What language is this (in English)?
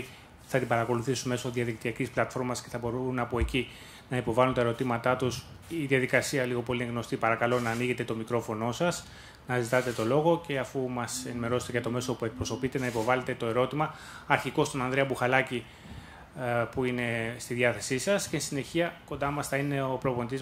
Greek